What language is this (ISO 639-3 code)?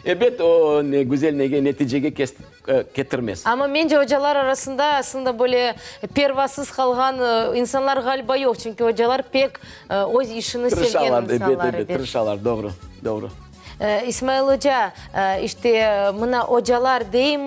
crh